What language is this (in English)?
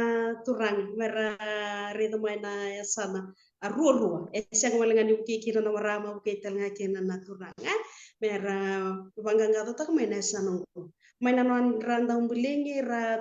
Fijian